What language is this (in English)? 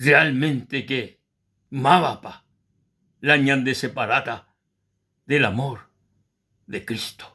Guarani